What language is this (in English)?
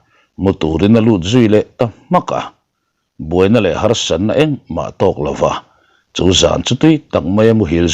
Mizo